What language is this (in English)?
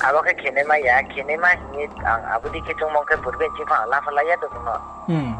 Riang (India)